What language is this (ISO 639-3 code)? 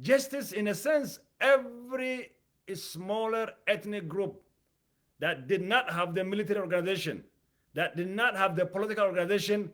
eng